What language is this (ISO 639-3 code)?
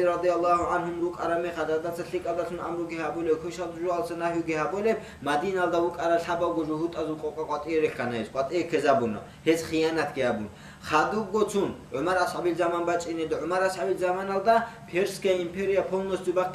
ava